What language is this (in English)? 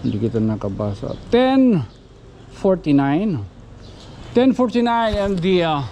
Waray